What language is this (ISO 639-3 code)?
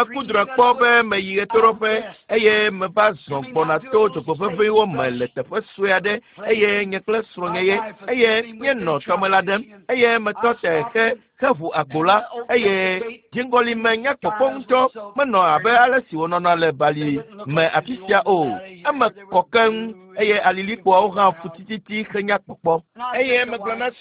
ewe